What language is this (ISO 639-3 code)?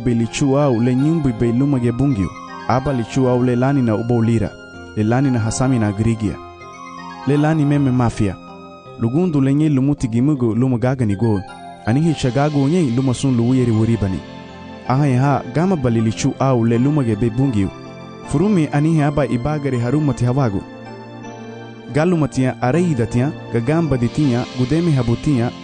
cab